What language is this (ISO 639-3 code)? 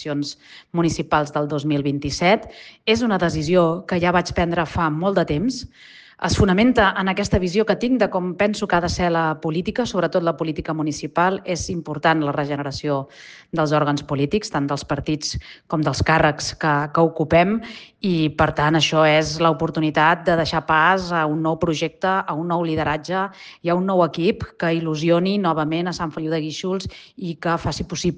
cat